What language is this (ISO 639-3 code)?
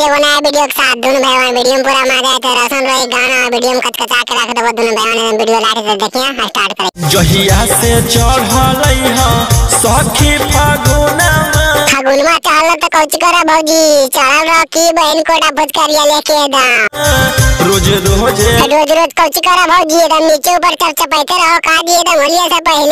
mag